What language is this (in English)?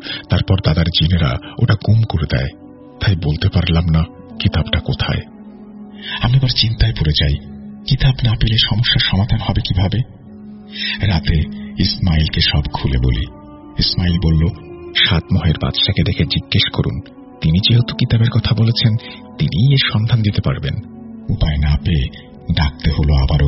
Bangla